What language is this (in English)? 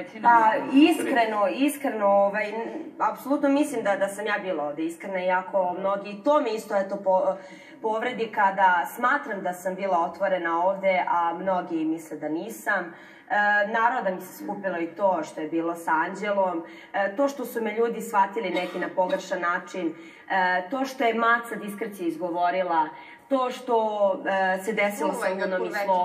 Serbian